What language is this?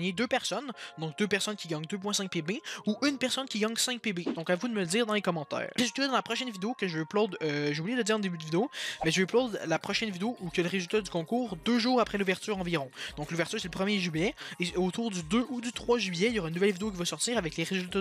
French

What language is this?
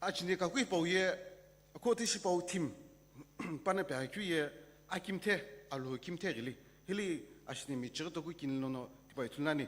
Sumi Naga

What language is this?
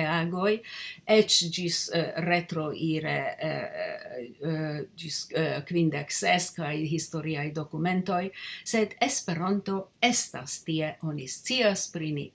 Esperanto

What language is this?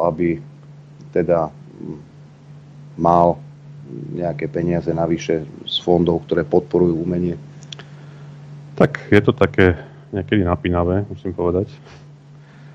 Slovak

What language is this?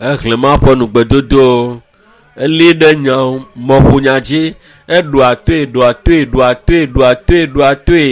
Ewe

